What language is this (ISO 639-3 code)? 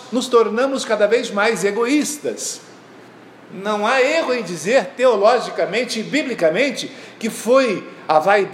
por